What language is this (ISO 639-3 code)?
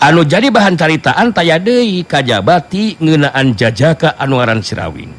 sun